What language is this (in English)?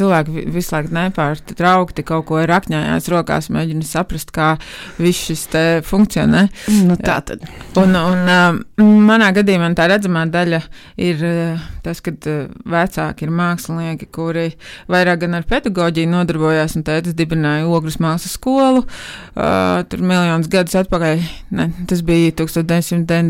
Latvian